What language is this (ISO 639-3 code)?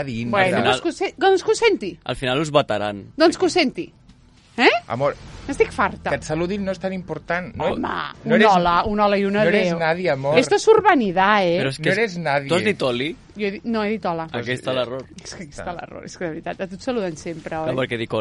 cat